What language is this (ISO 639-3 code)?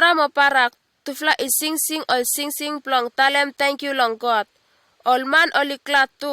bis